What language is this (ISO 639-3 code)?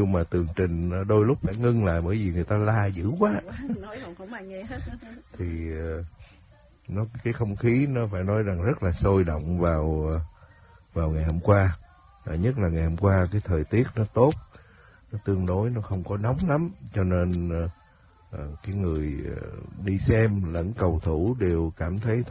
vie